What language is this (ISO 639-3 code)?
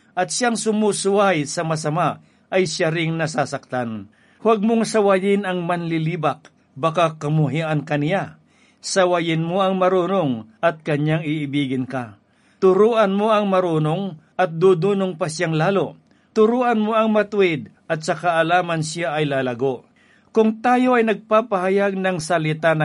fil